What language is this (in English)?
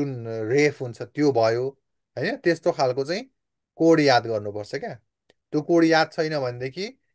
Nepali